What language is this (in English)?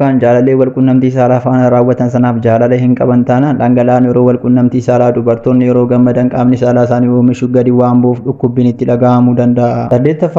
Oromo